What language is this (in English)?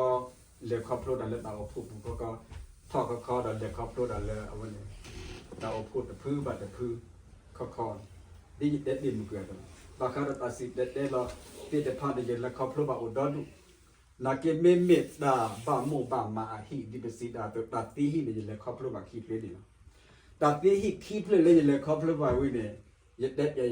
S'gaw Karen